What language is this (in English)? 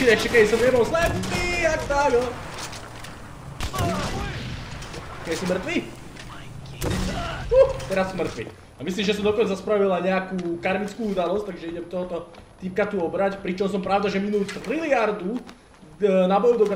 Slovak